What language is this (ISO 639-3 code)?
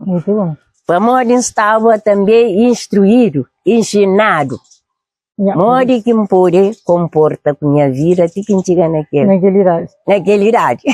kea